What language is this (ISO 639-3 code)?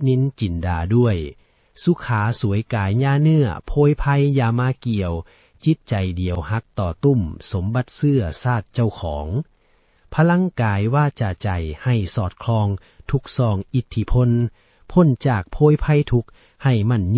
lao